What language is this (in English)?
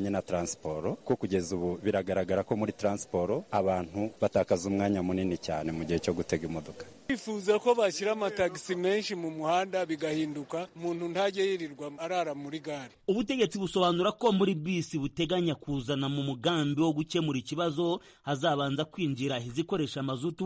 Kinyarwanda